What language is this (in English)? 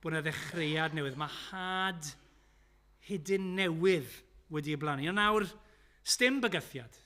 Welsh